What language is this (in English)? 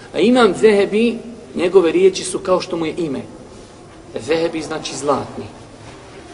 Bosnian